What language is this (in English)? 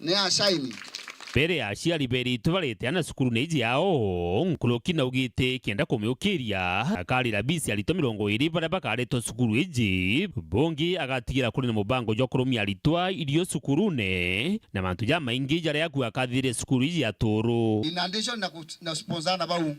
Meru